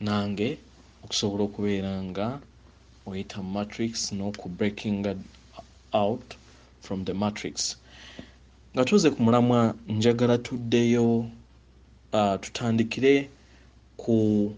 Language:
Ganda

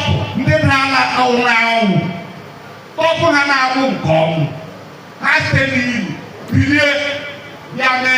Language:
Igbo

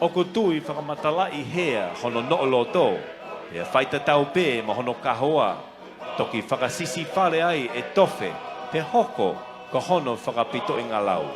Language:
Tongan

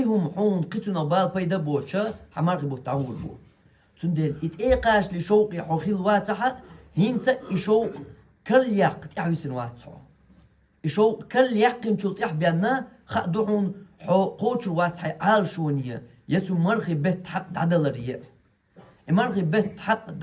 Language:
Chechen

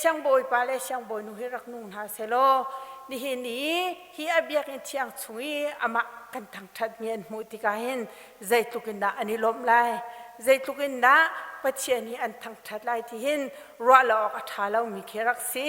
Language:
Hakha Chin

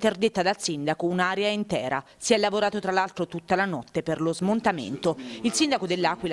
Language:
Italian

